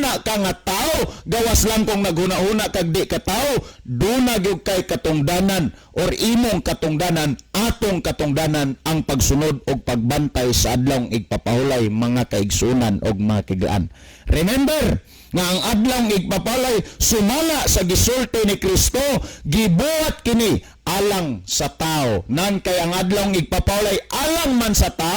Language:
Cebuano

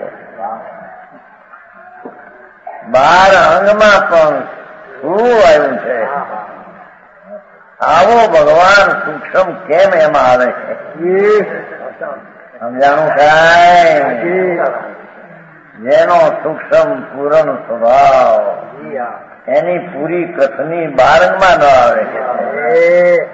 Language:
Gujarati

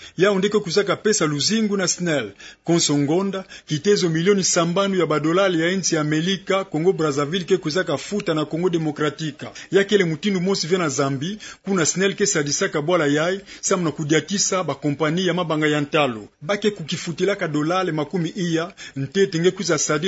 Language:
Kituba (Democratic Republic of Congo)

